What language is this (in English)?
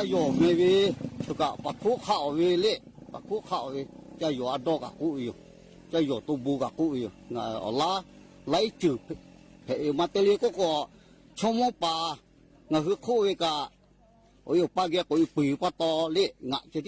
Lahu